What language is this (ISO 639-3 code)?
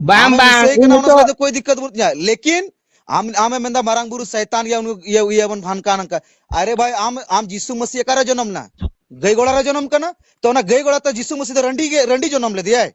sat